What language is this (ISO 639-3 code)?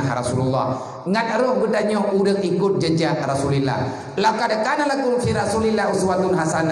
ace